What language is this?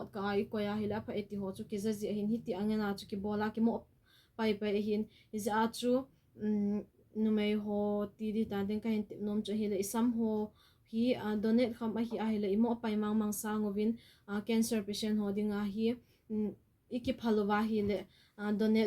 Thado Chin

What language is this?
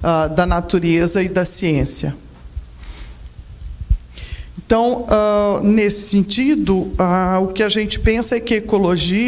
Portuguese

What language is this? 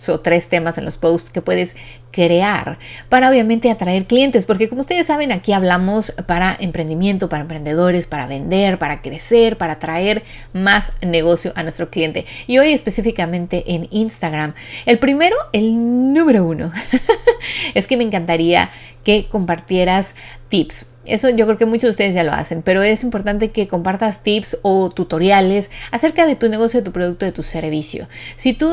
Spanish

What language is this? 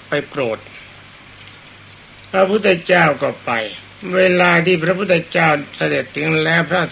Thai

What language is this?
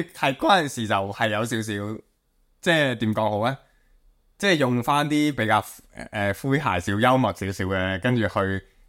Cantonese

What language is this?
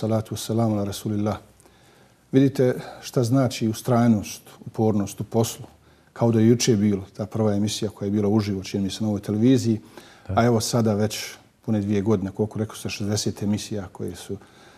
Bosnian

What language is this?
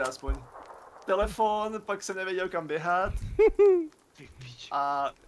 Czech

